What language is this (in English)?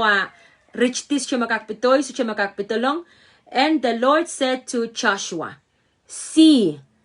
Pohnpeian